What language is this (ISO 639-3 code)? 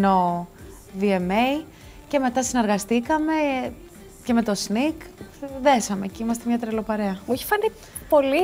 ell